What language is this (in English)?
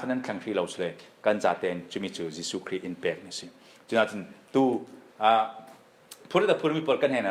Falam Chin